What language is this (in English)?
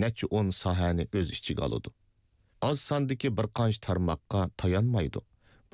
Uyghur